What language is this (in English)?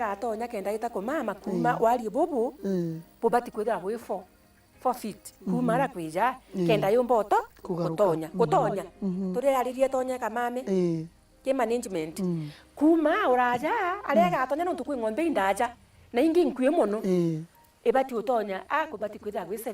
Meru